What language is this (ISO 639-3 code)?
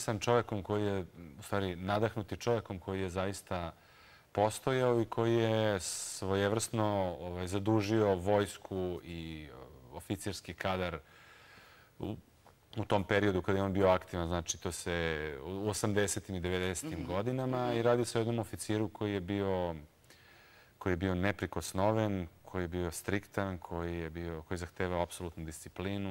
srp